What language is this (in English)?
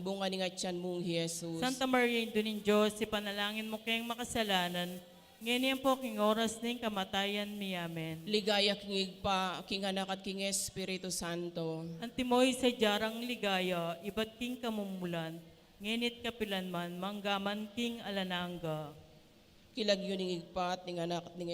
Pampanga